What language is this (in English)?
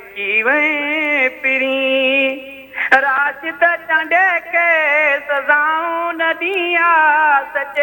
Sindhi